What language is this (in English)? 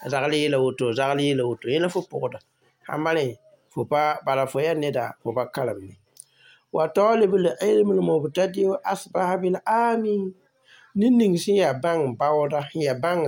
Mossi